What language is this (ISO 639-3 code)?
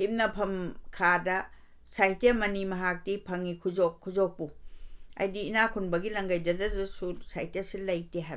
mni